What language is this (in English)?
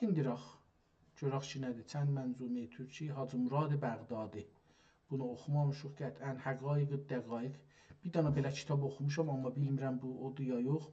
South Azerbaijani